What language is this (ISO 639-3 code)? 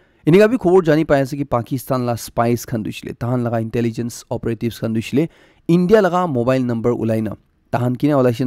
nag